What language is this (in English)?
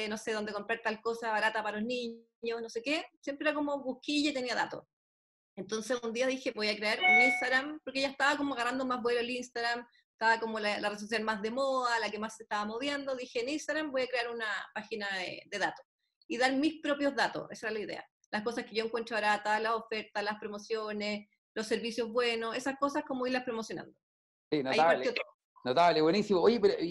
Spanish